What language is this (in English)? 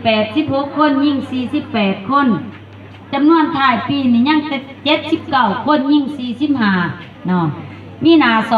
Lao